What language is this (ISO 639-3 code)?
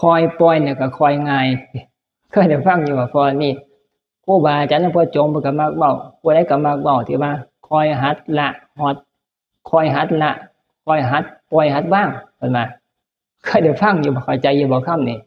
tts